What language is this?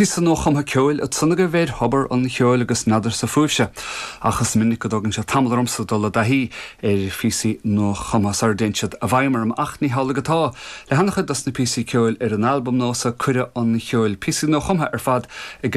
Irish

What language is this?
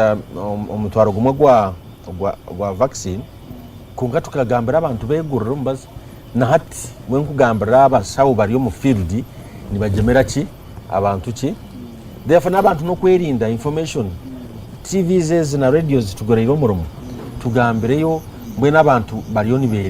Nyankole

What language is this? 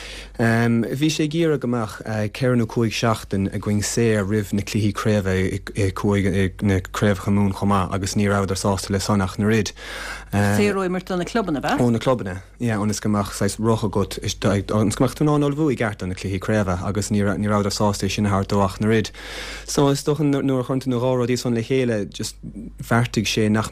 Irish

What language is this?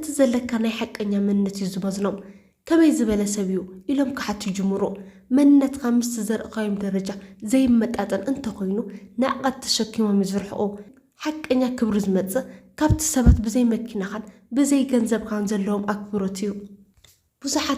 Tigrinya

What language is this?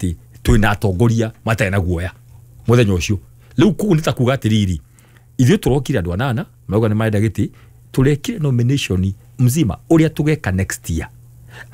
Kikuyu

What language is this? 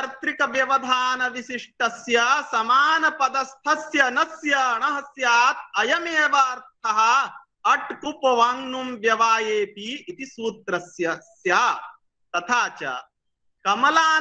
Sanskrit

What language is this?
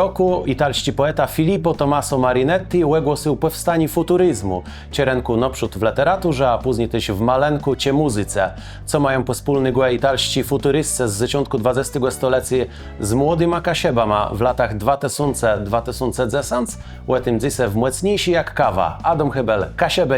Kashubian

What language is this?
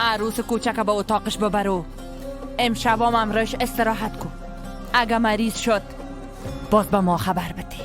Persian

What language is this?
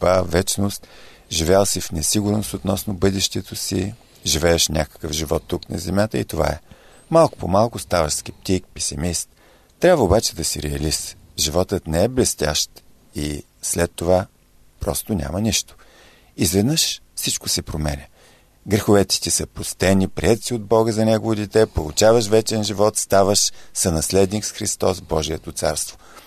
Bulgarian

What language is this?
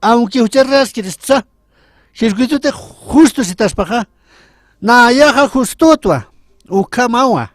Aymara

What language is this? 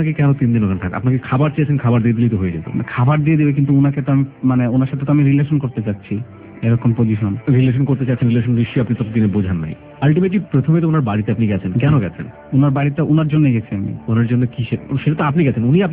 Bangla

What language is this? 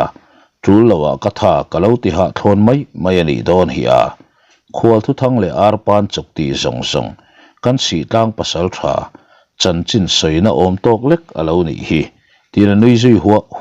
Mizo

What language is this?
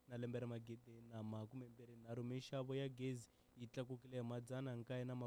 Tsonga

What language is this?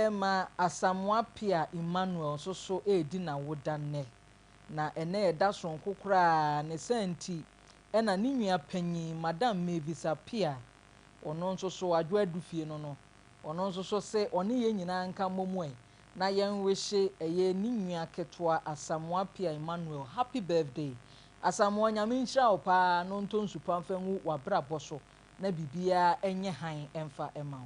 Akan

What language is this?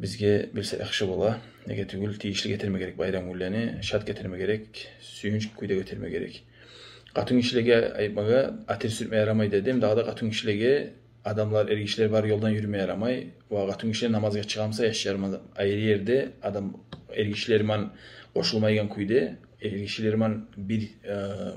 Kumyk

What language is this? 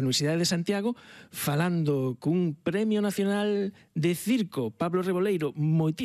Galician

